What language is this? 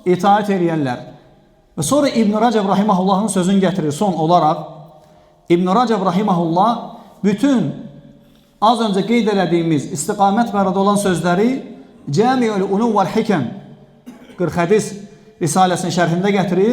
Azerbaijani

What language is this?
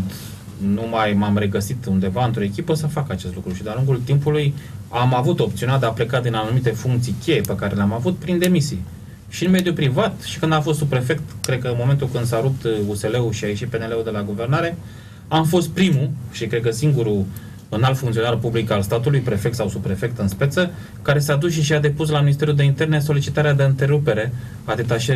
Romanian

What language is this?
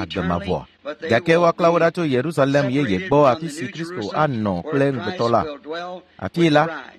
Ewe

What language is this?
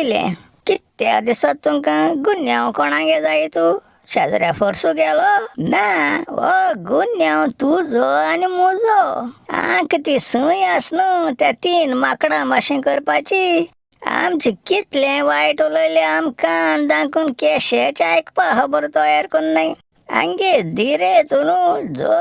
Konkani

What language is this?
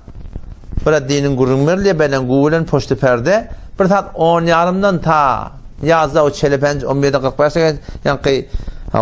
Turkmen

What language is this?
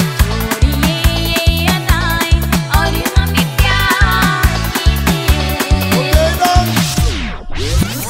Hindi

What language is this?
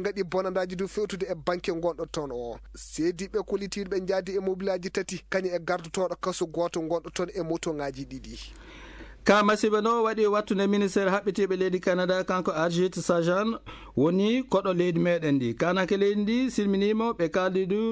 Fula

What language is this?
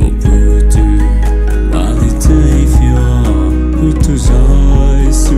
Poumei Naga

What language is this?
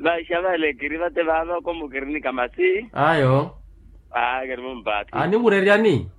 Makhuwa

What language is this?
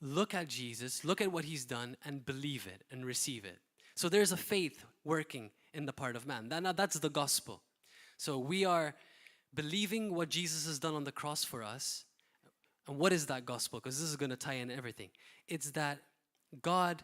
English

